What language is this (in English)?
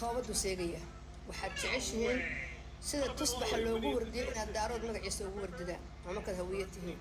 Somali